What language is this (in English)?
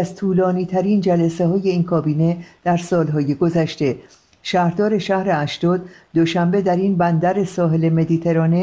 Persian